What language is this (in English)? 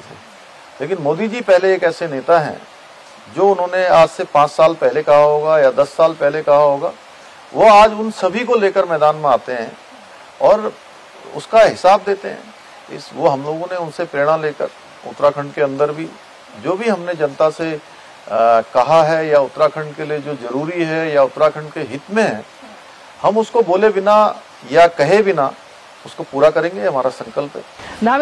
Hindi